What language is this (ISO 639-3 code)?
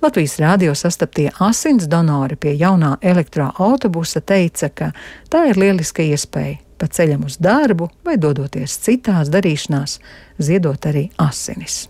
lav